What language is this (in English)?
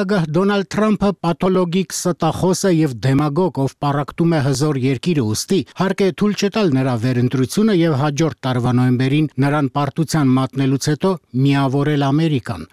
Armenian